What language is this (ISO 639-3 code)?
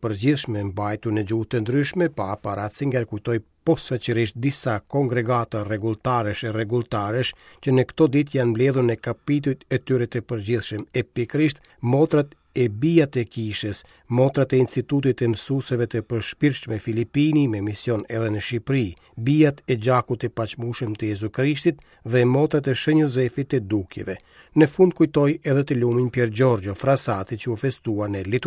sqi